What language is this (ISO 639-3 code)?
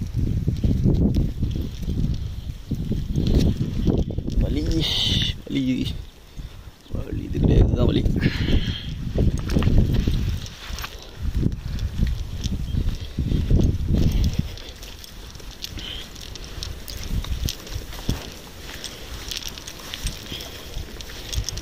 tam